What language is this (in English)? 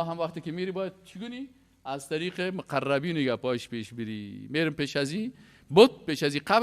Persian